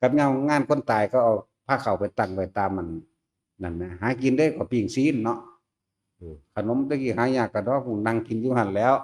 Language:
Northeastern Thai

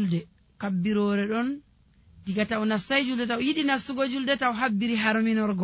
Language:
Nigerian Fulfulde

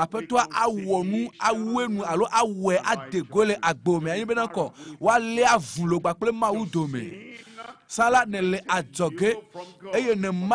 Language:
Ewe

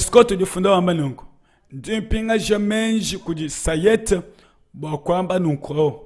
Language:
Luba-Lulua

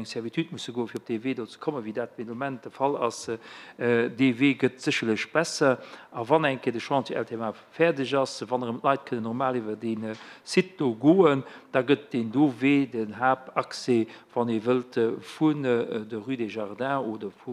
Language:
Luxembourgish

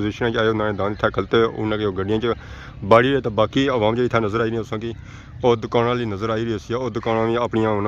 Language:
Pahari-Potwari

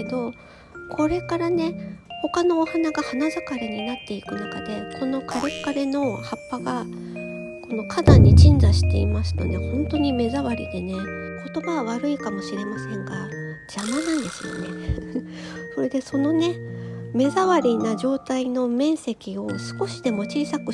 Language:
Japanese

